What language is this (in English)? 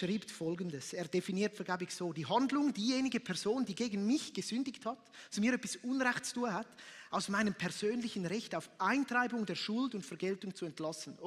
Swiss German